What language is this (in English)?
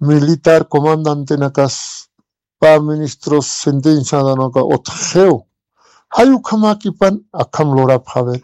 Aymara